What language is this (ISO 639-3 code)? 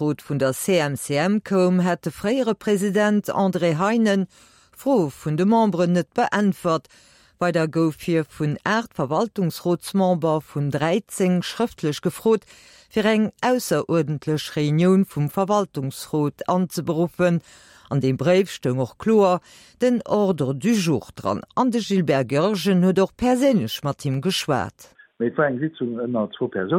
ltz